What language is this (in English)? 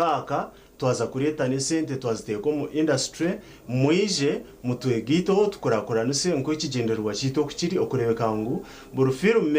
Nyankole